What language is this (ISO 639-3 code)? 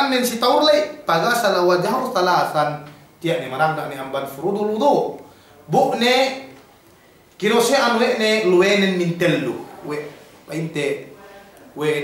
yka